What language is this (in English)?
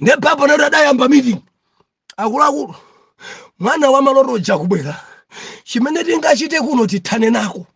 Nyanja